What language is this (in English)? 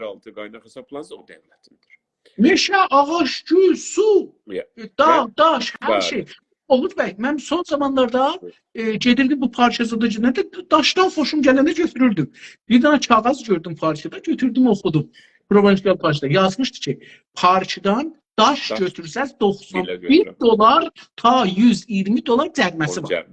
South Azerbaijani